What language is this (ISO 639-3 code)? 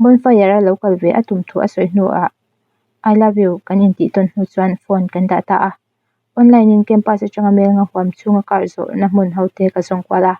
lus